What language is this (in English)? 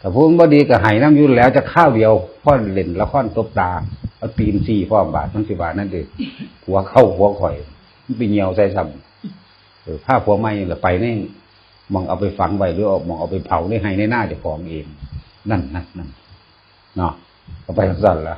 Northeastern Thai